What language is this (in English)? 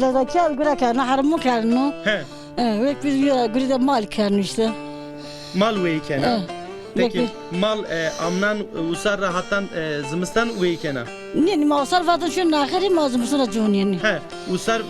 Zaza